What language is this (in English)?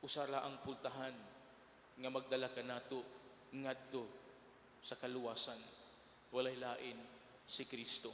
Cebuano